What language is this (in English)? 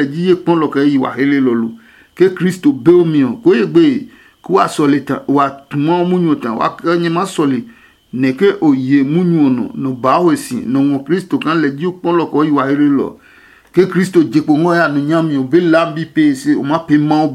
Adangme